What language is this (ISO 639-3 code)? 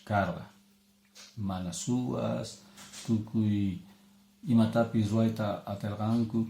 que